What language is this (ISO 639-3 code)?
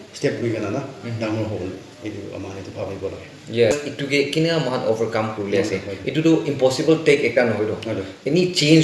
nag